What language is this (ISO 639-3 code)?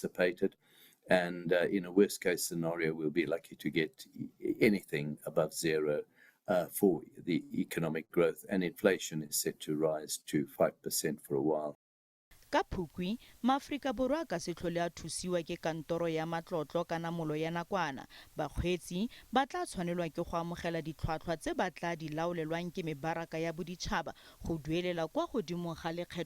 tsn